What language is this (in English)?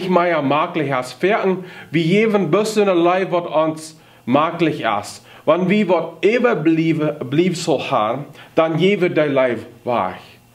Plautdietsch